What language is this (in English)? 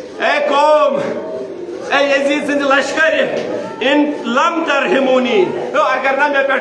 Kashmiri